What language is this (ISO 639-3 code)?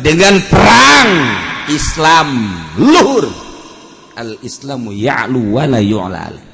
sun